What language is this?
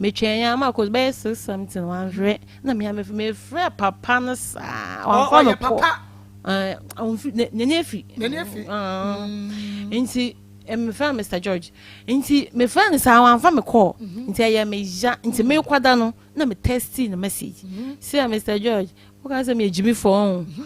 Akan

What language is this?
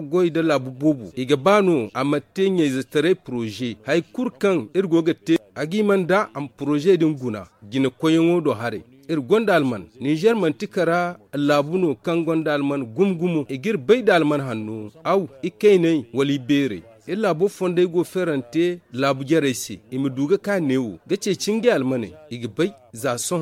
Zarma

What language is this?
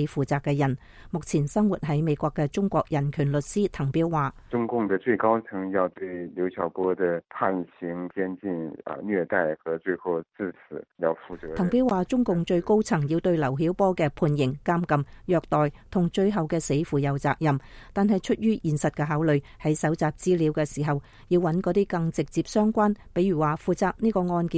Cantonese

